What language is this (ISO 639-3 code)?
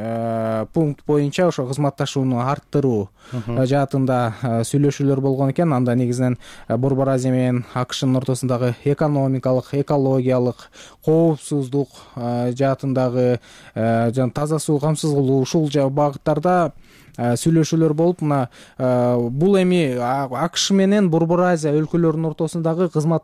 kir